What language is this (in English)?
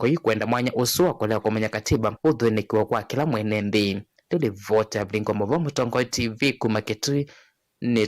Kamba